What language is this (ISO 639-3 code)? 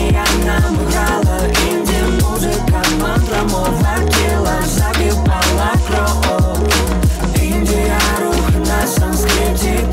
ukr